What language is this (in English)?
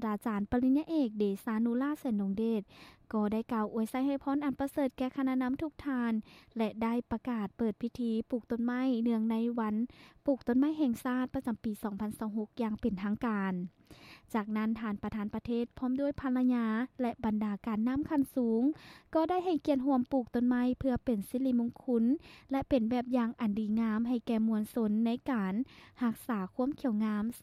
Lao